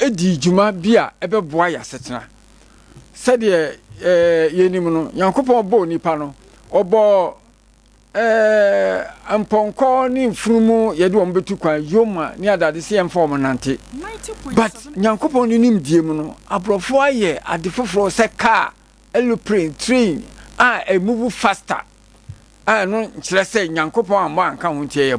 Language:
Akan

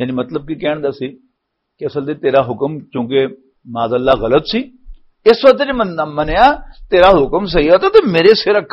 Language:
Western Panjabi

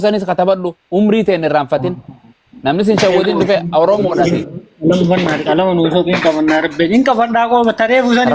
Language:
Oromo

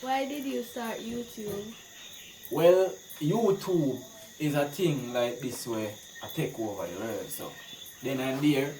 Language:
Jamaican Creole English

